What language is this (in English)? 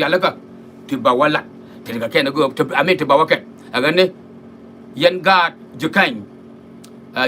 Nuer